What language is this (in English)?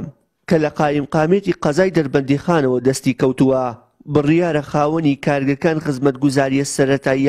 Central Kurdish